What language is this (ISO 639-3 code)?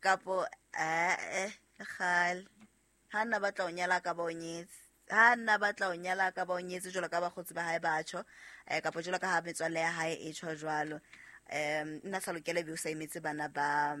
sot